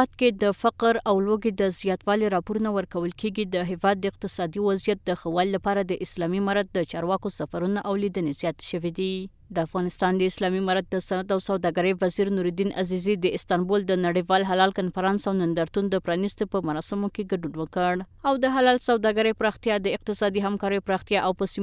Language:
Pashto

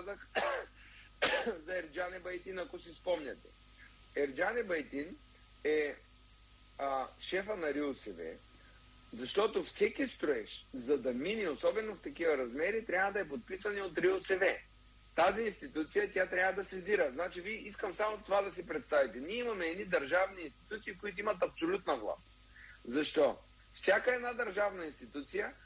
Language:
Bulgarian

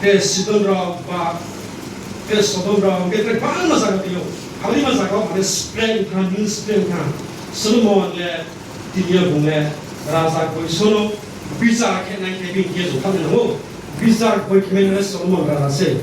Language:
Riang (India)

